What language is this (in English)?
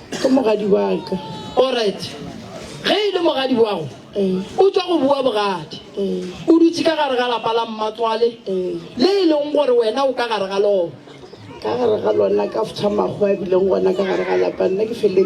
Northern Sotho